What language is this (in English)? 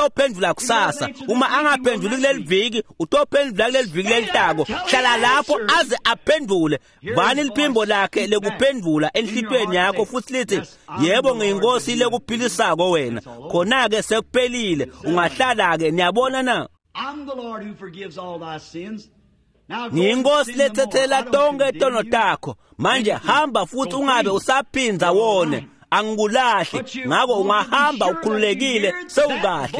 Swati